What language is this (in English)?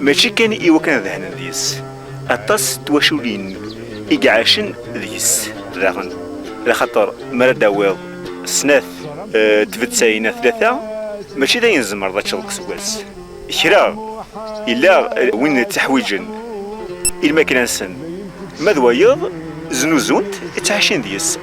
Kabyle